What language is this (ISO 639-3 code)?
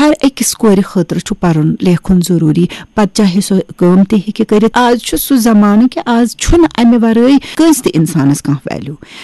kas